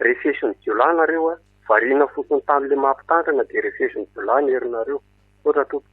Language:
Malagasy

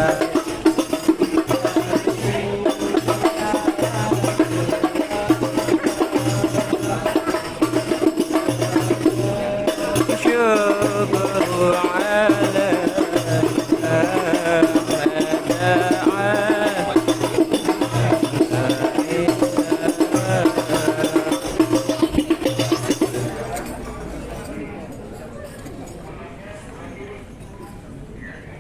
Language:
Betawi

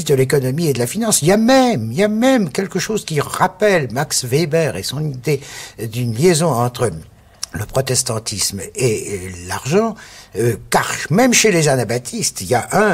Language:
French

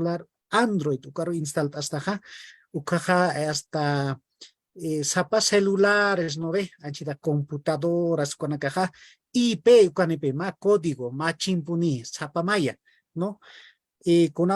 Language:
Aymara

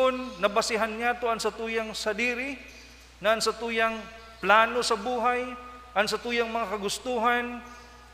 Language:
Bikol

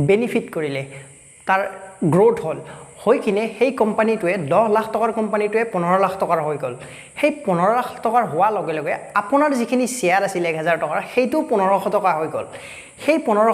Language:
Assamese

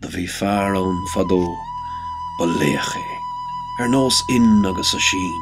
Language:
Irish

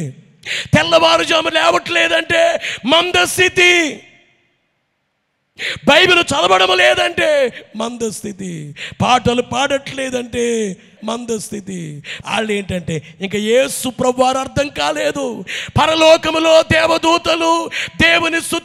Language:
Telugu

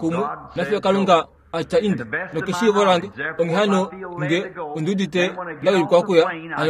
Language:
Kuanyama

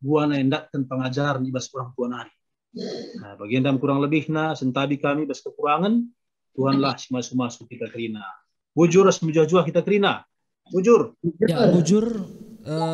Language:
Batak Karo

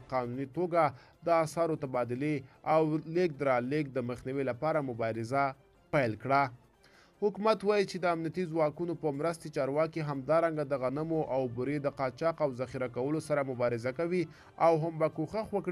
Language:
Pashto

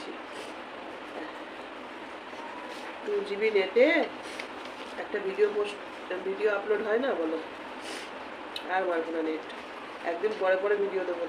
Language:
Bangla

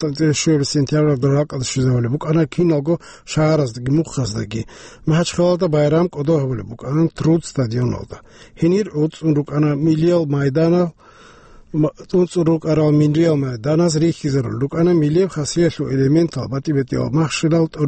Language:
Avaric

